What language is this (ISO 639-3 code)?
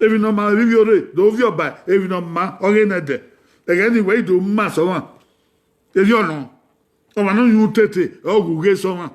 bin